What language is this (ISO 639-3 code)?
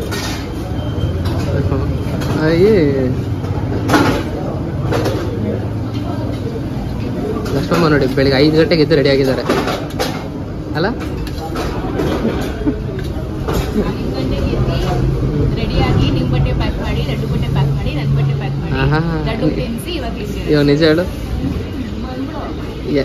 kan